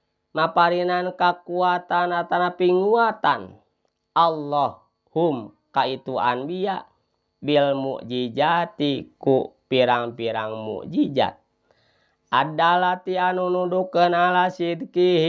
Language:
Sundanese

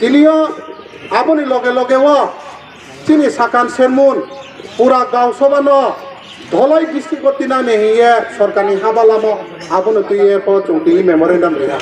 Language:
Riang (India)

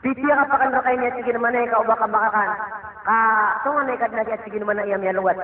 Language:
Maranao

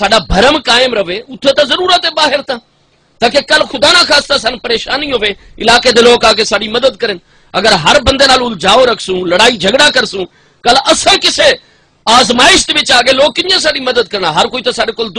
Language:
Saraiki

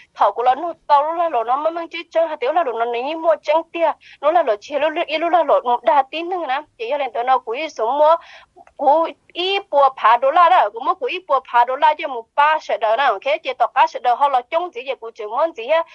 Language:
Hmong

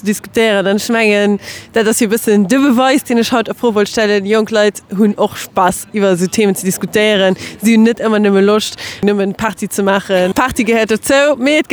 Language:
Luxembourgish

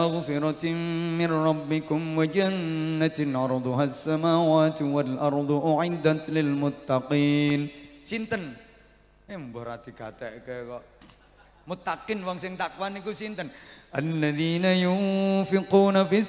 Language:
Javanese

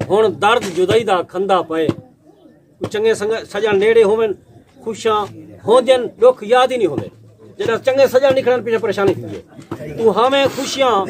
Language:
Saraiki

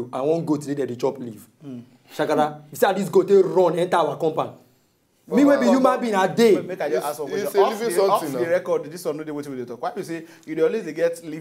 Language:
Nigerian Pidgin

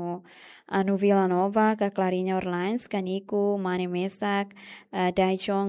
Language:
Tetum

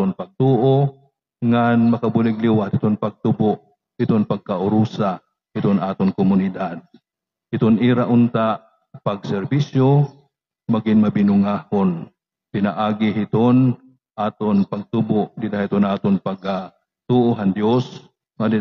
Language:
Waray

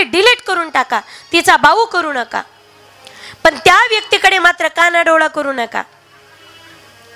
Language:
Marathi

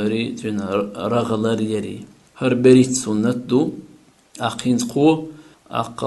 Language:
Chechen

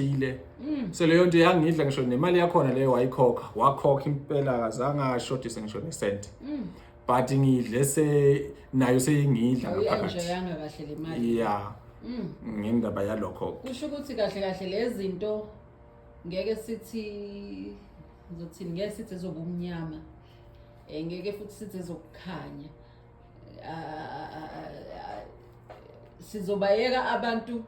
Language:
Zulu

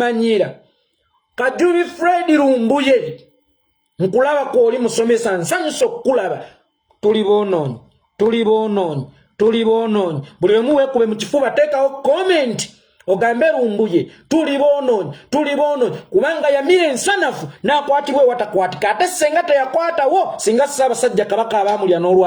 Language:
Ganda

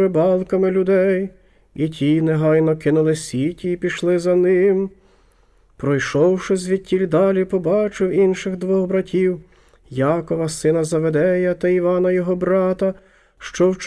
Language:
Ukrainian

